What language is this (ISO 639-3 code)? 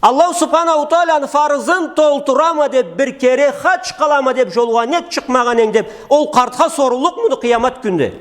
krc